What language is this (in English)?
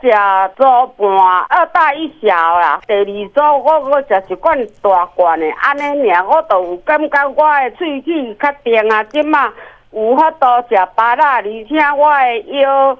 Min Nan Chinese